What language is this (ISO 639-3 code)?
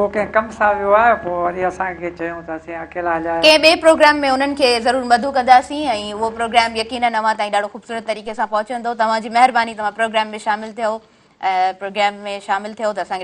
snd